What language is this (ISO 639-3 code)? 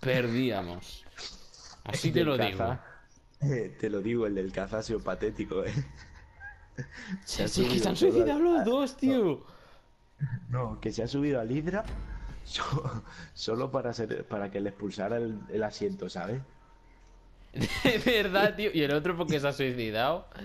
spa